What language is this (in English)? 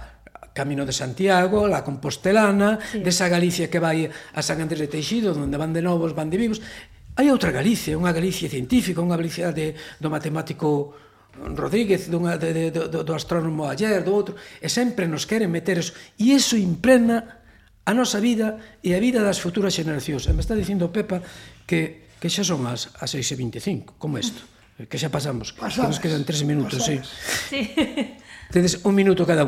Galician